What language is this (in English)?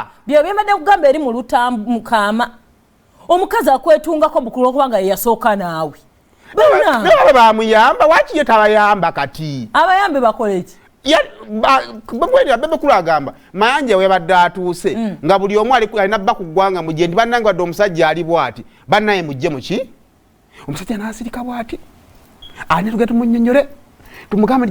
Ganda